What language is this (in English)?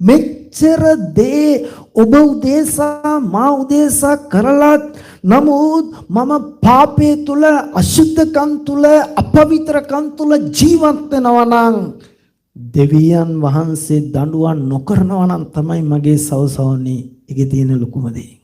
Sinhala